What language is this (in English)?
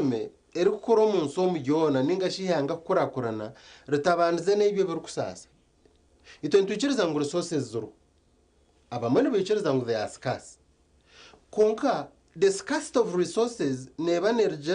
Nyankole